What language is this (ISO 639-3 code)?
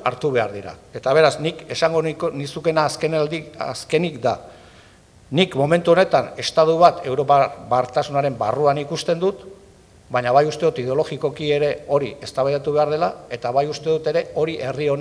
eus